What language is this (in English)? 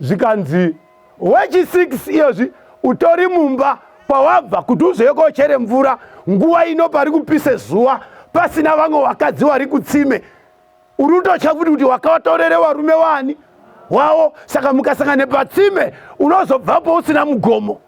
Shona